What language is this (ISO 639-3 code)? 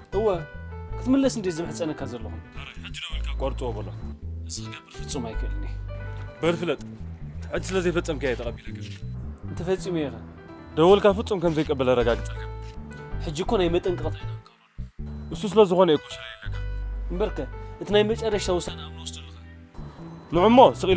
tir